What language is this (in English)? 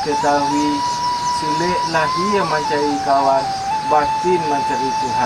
Minangkabau